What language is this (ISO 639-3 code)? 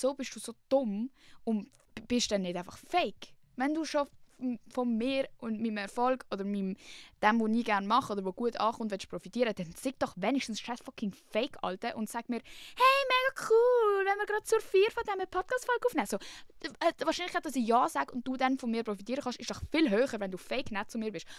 gsw